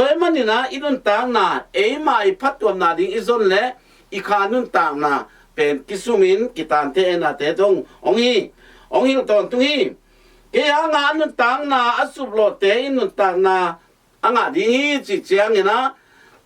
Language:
Tedim Chin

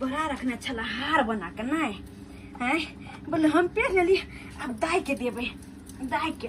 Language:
Maithili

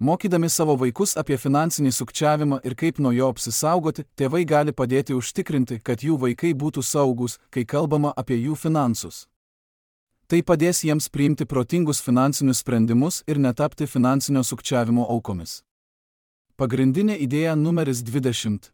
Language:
Lithuanian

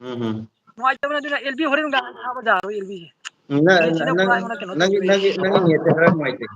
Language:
Manipuri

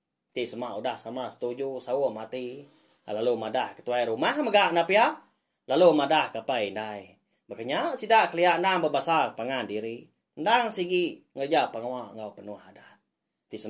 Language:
Iban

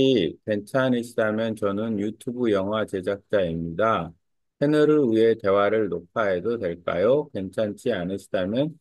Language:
Korean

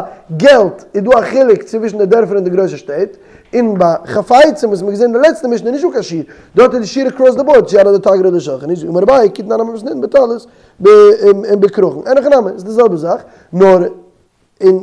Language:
Yiddish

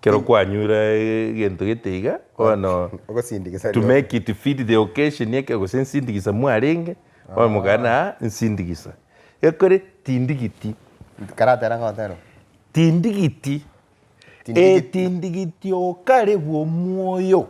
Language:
Gusii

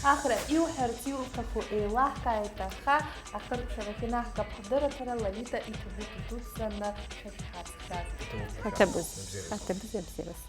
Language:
Abkhazian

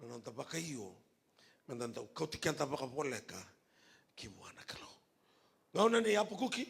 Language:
Fijian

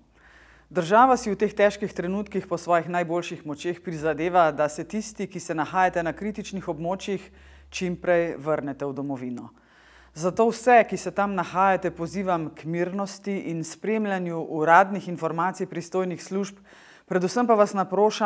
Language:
Slovenian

